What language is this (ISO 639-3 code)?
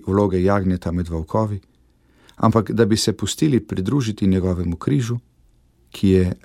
slv